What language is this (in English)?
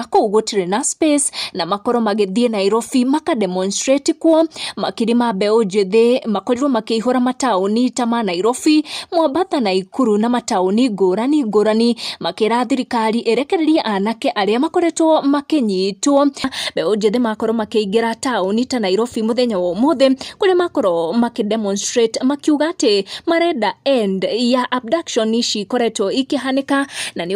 Kikuyu